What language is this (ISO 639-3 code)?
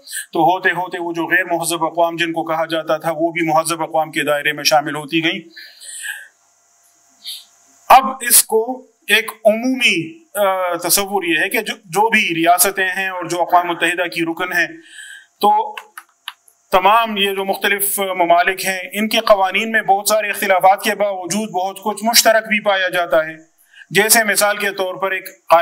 urd